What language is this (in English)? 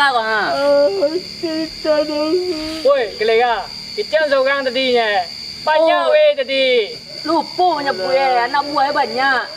Minangkabau